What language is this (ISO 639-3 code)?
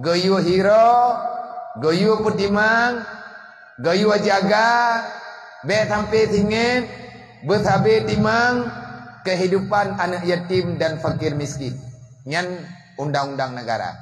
ace